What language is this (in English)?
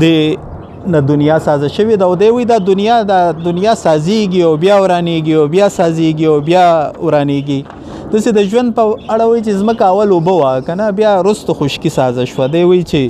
Pashto